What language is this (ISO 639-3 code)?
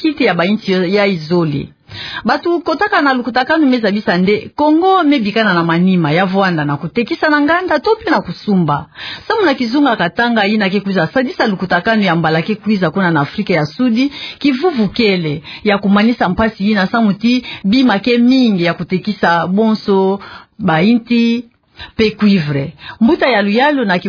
ktu